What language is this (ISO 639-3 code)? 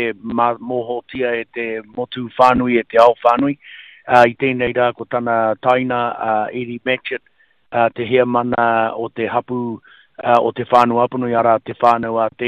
mri